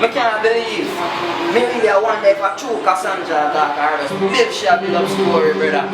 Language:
Jamaican Creole English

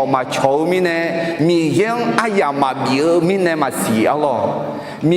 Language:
Akha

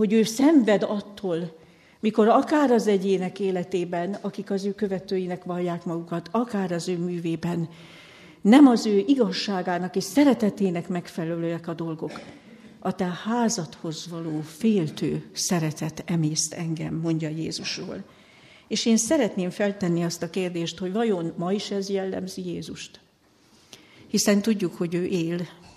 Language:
Hungarian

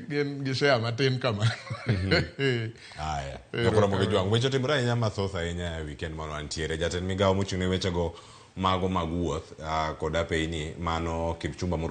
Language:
Luo (Kenya and Tanzania)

